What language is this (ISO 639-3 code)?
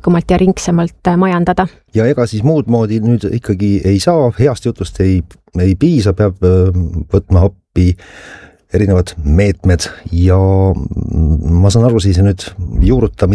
est